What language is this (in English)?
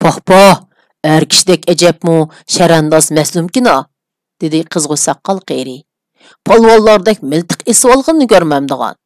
Uyghur